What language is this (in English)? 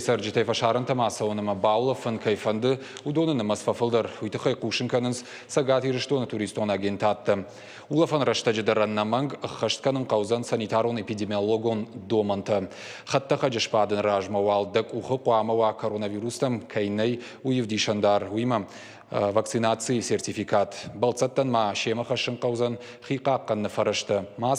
Ossetic